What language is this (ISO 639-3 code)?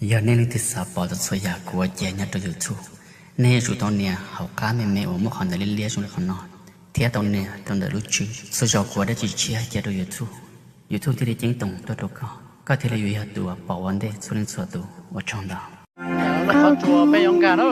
hmn